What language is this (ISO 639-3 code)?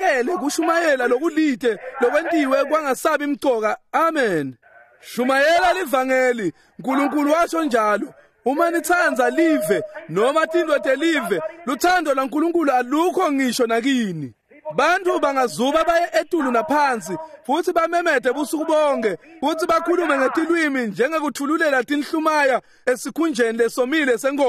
ssw